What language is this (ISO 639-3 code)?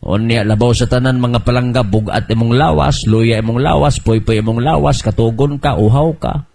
ceb